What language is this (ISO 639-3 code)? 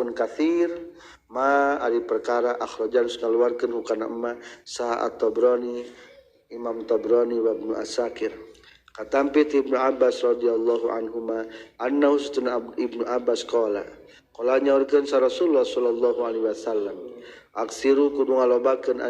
sun